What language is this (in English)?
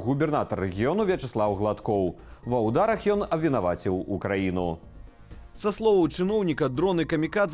Belarusian